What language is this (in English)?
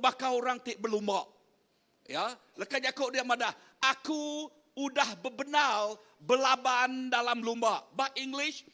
Iban